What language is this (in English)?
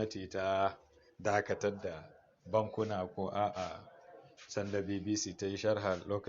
Hausa